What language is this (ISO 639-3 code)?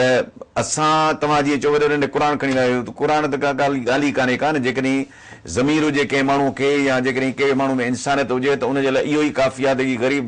snd